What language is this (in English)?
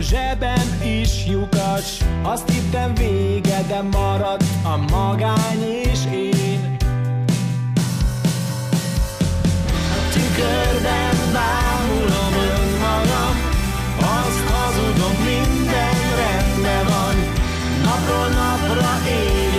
Hungarian